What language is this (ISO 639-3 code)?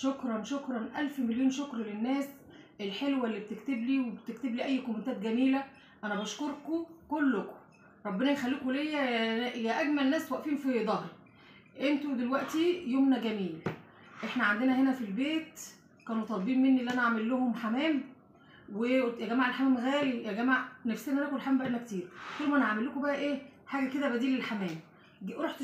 arz